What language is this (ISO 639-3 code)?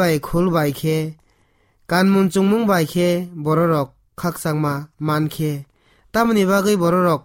trp